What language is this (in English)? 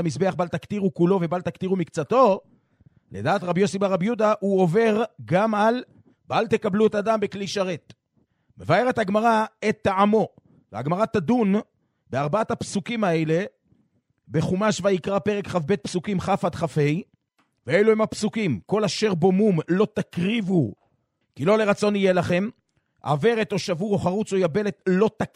Hebrew